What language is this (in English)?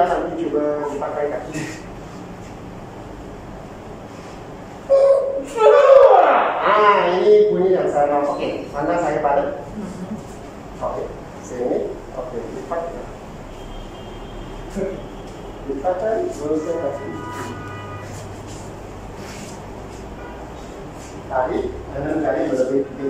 Malay